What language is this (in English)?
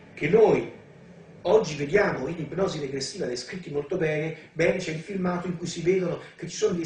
Italian